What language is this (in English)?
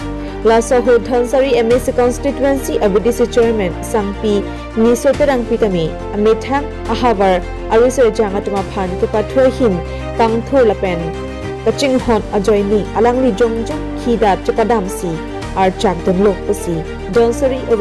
Karbi